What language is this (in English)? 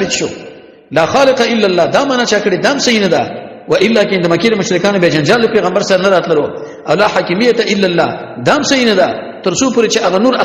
Pashto